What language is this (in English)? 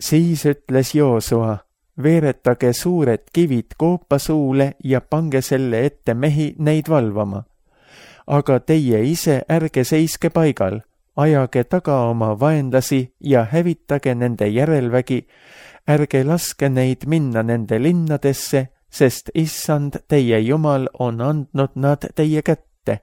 Estonian